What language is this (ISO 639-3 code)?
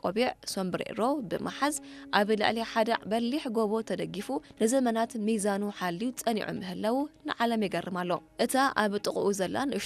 tir